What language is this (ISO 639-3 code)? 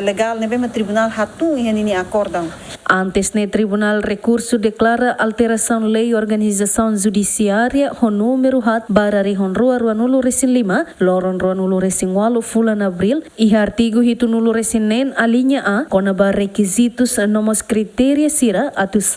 tet